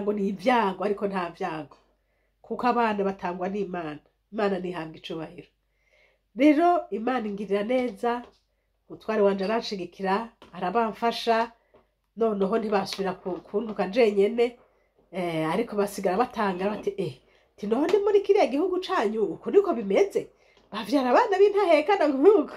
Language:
Rundi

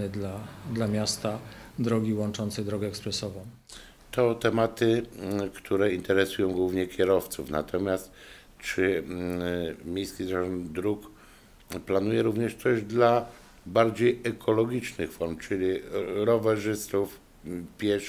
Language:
Polish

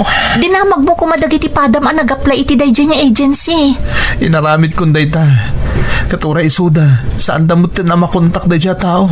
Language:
Iloko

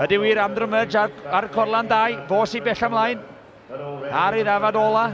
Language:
Welsh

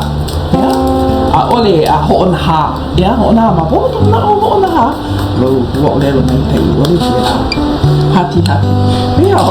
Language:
Hawaiian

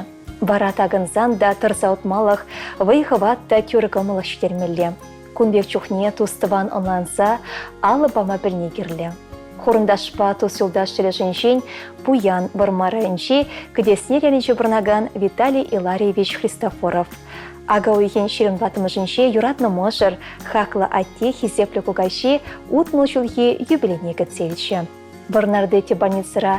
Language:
Chuvash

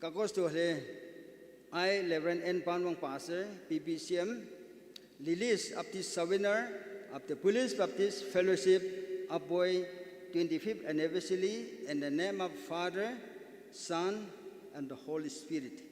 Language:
Naga Pidgin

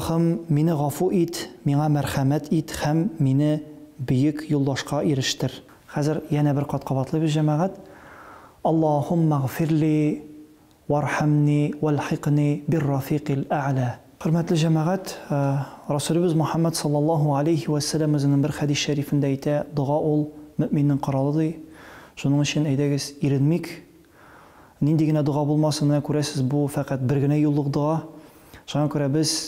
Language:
Tatar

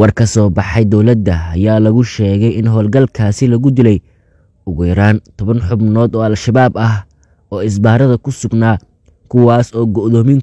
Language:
Somali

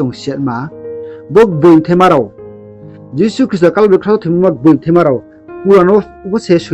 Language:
Riang (India)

